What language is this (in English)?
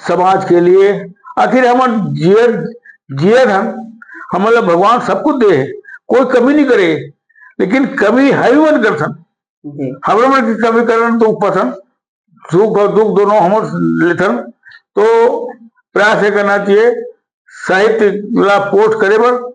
Chhattisgarhi